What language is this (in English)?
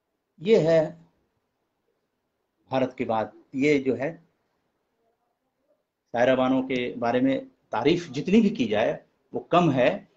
Hindi